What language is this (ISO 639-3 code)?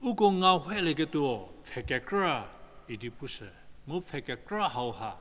njm